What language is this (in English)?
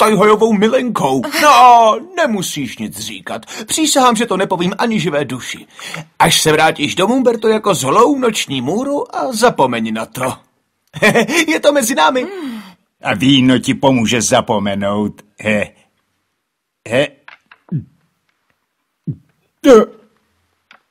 Czech